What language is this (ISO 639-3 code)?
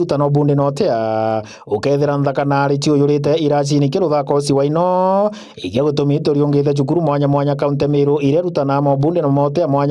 mer